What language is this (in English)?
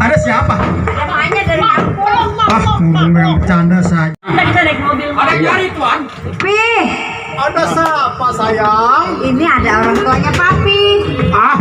Betawi